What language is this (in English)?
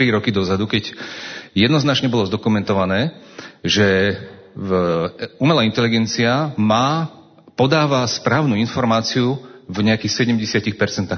Slovak